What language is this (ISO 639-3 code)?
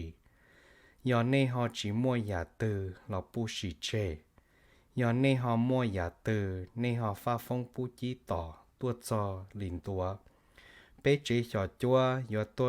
hmn